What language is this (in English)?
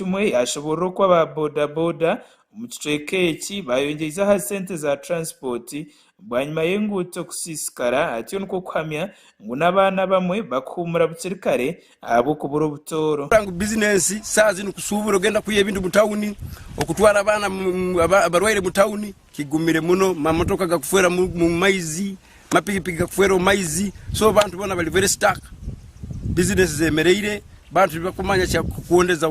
Nyankole